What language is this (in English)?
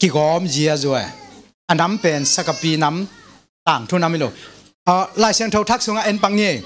Tedim Chin